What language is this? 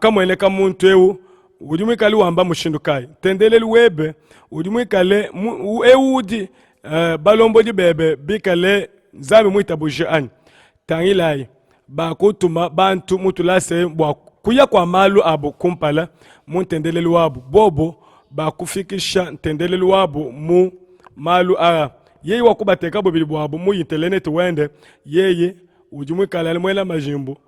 Luba-Lulua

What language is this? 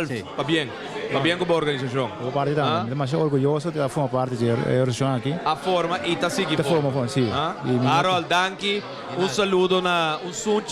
Papiamento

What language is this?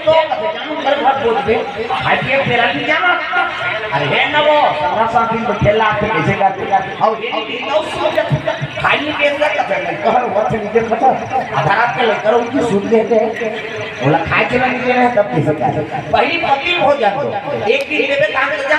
Chhattisgarhi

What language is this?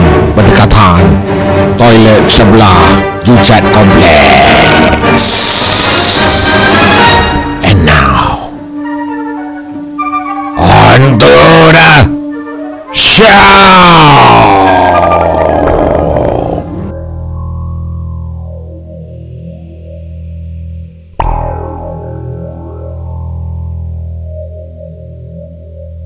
Malay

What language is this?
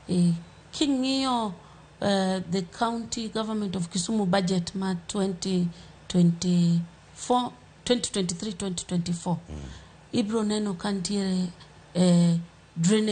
Luo (Kenya and Tanzania)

